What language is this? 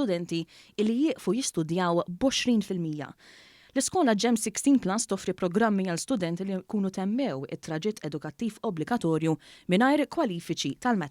Maltese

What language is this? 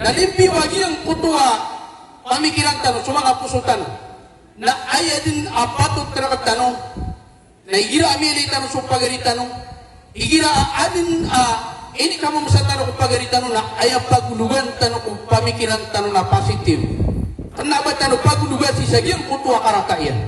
Maranao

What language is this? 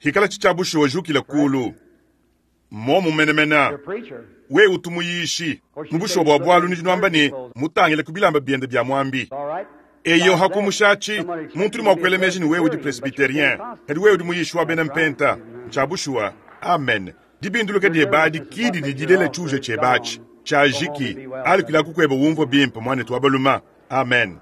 Luba-Lulua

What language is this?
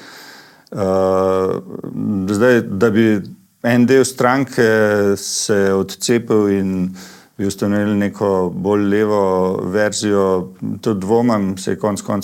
Slovenian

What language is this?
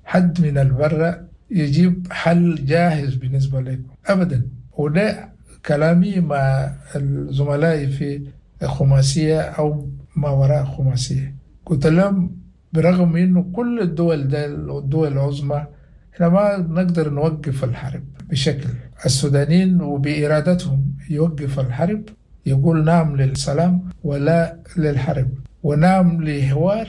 Sudanese Arabic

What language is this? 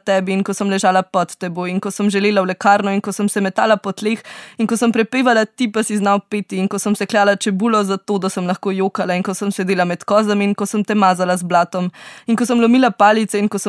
Slovenian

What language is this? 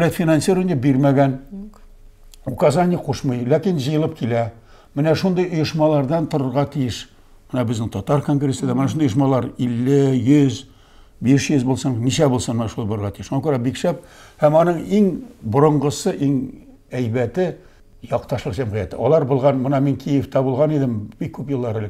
Tatar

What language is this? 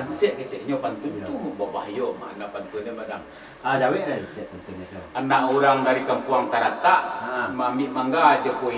Minangkabau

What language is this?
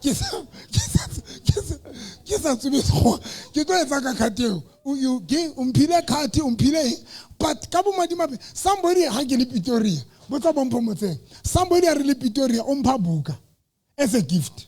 Southern Sotho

